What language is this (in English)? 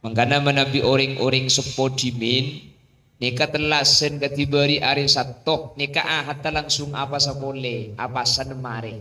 Madurese